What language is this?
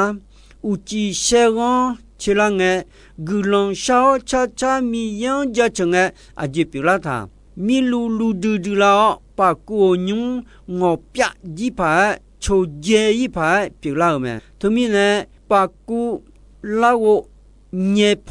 Akha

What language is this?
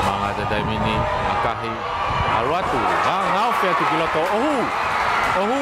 Tongan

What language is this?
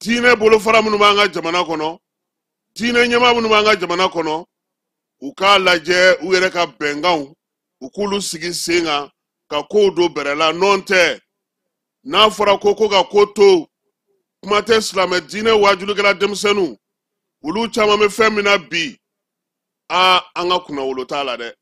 Bambara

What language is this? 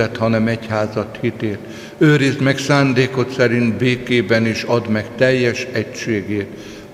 Hungarian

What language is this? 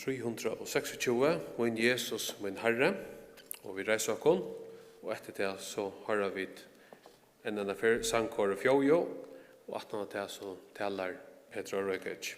Faroese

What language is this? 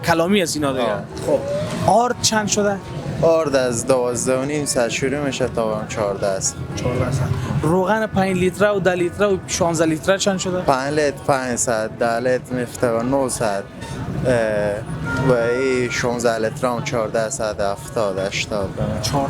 Persian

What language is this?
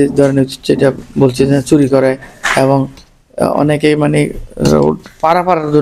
Sylheti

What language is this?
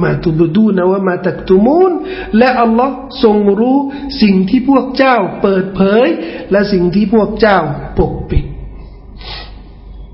Thai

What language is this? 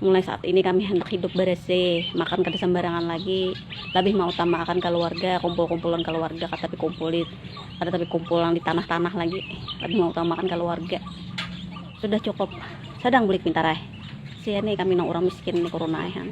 Banjar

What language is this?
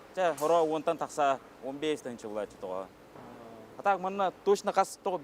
Yakut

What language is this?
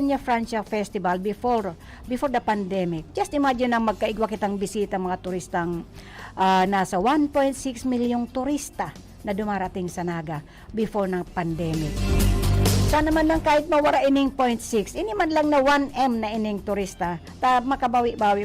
Bikol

